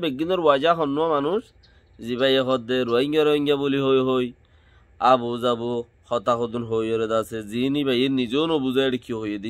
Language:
Rohingya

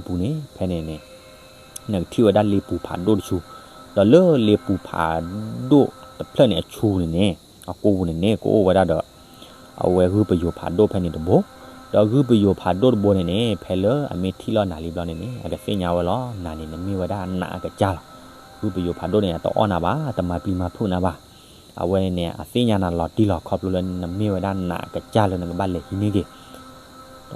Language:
S'gaw Karen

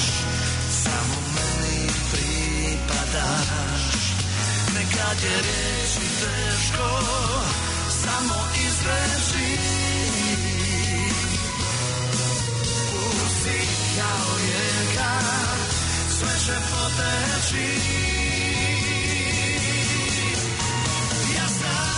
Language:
Croatian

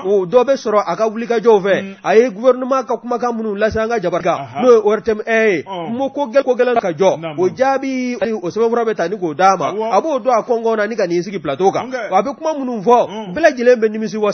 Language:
Bambara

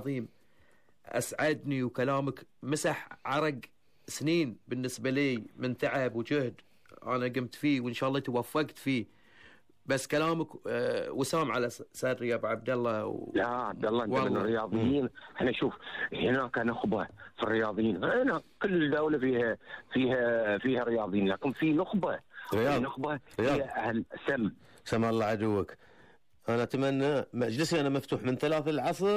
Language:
Gulf Arabic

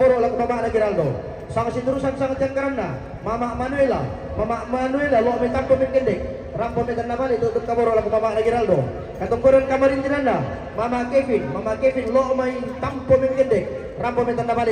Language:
Toraja-Sa'dan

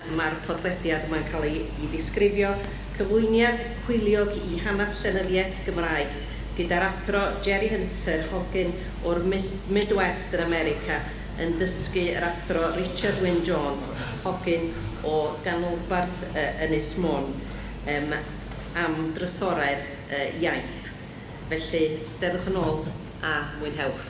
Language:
Welsh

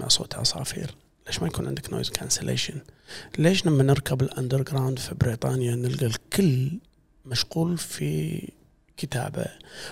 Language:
Gulf Arabic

